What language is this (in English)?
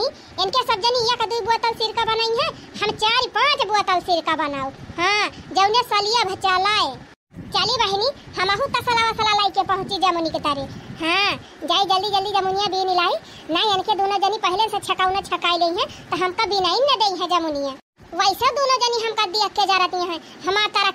Awadhi